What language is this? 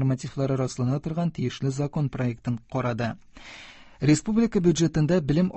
Tatar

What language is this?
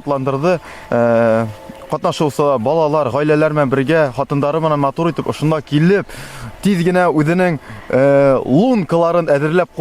Bashkir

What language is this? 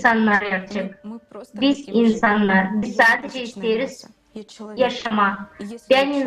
Gagauz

